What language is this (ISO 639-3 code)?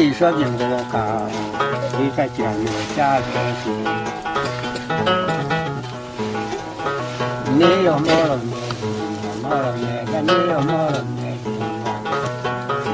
kin